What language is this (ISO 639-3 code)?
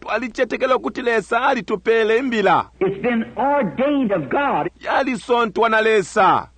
bem